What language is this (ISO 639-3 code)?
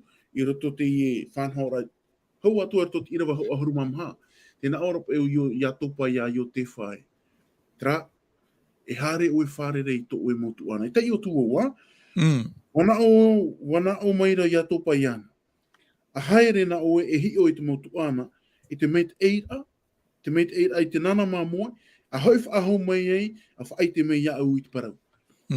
tah